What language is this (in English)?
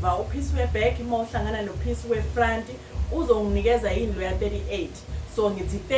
Zulu